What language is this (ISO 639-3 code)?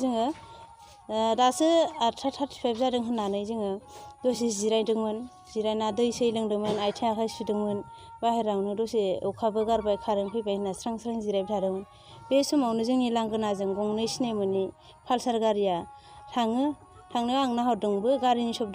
brx